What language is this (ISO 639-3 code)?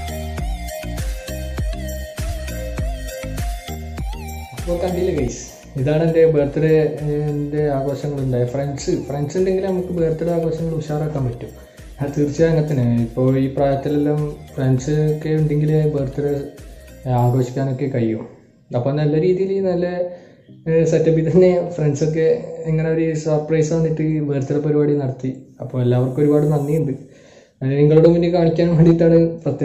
mal